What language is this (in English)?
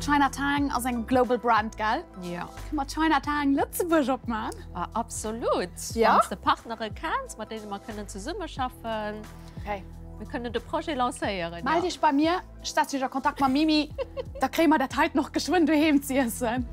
Luxembourgish